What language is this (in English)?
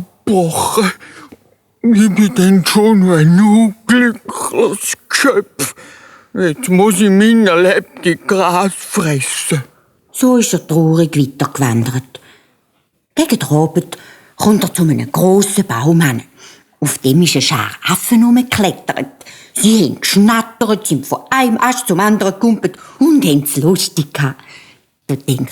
Swiss German